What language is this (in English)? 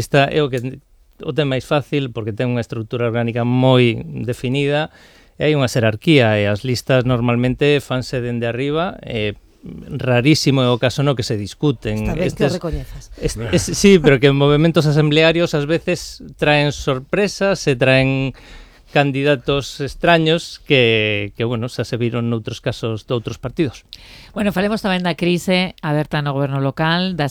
Galician